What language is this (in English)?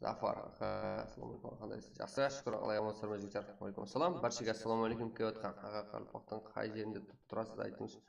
Kara-Kalpak